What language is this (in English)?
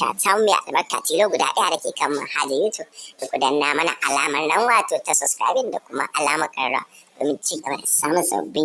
Hausa